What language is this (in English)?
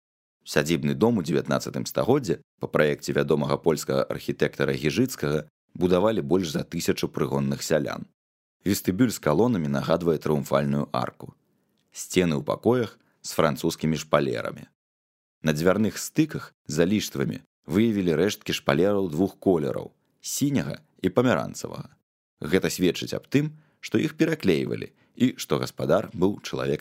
Belarusian